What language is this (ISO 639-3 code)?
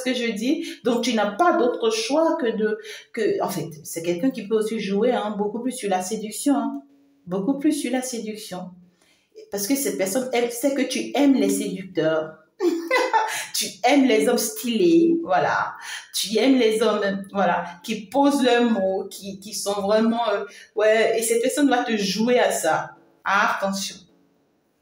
fra